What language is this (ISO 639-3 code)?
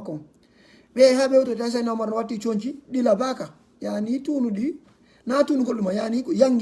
ful